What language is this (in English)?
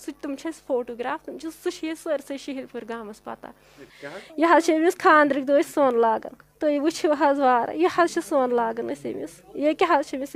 Kashmiri